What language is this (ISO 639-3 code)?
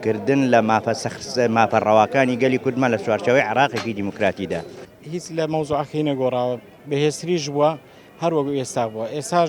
ckb